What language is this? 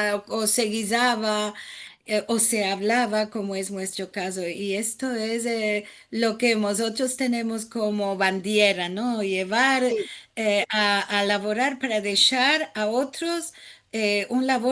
Ladino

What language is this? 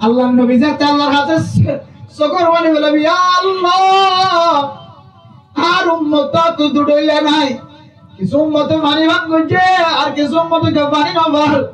Rohingya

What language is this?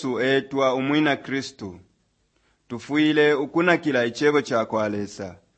Bemba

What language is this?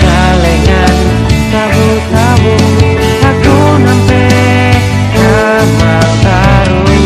Ma'anyan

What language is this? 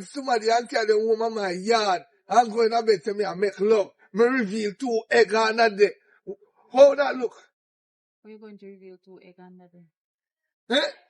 Jamaican Creole English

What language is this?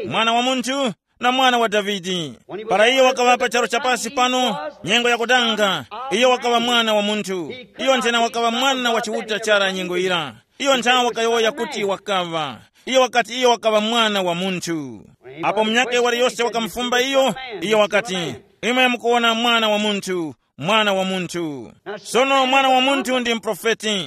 Tumbuka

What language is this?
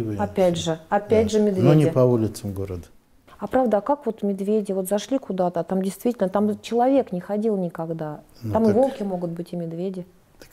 Russian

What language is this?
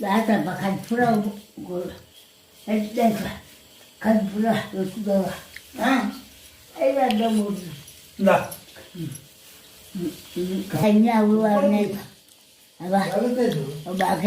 Tulu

